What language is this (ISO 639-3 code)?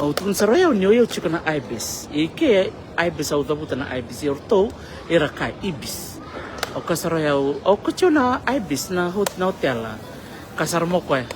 fij